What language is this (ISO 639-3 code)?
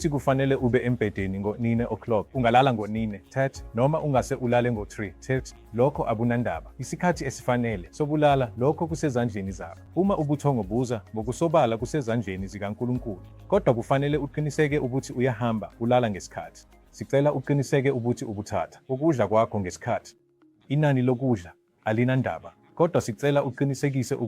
zul